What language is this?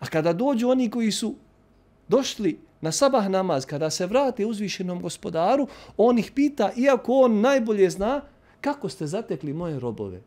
Bosnian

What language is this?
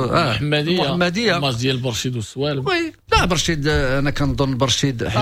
Moroccan Arabic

